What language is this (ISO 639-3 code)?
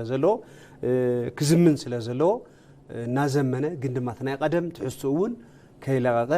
tir